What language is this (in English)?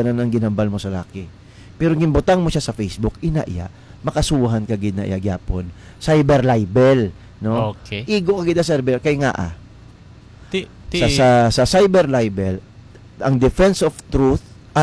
Hiligaynon